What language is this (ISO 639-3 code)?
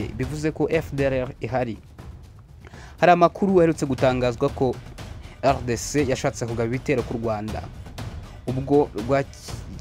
kin